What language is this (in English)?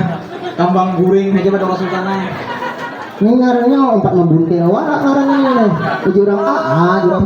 Banjar